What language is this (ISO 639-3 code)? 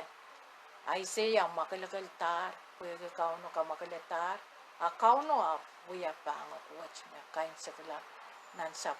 pon